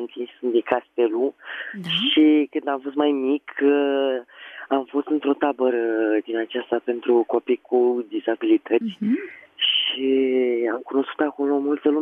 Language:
Romanian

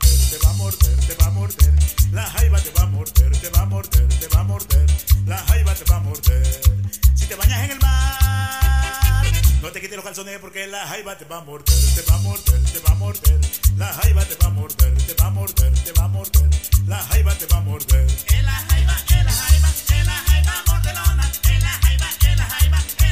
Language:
Spanish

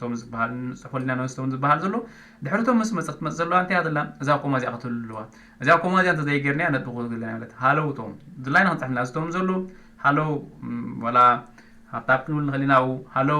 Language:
Tigrinya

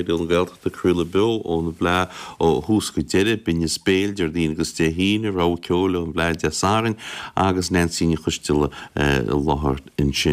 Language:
Irish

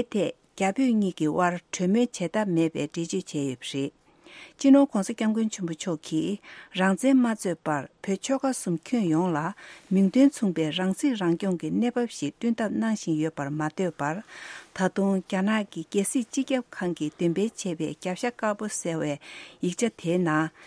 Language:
Tibetan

